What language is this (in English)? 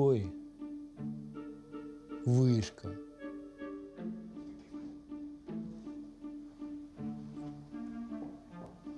Russian